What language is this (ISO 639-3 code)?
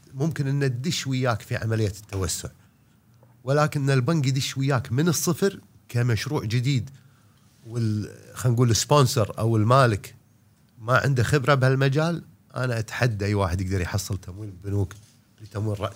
afb